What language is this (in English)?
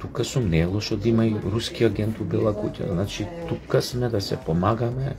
Macedonian